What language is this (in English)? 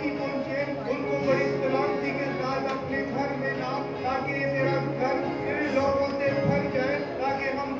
Hindi